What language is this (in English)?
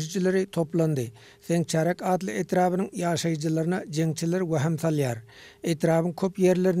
Turkmen